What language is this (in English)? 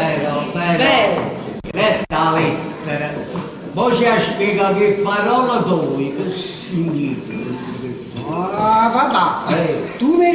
Neapolitan